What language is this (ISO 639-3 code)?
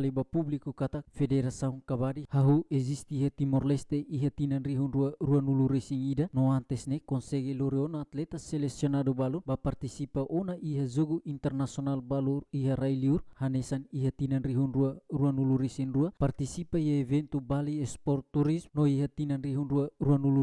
tet